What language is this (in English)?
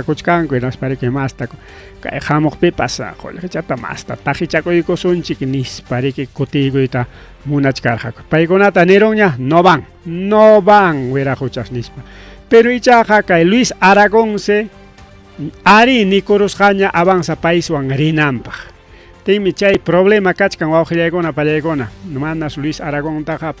Ayacucho Quechua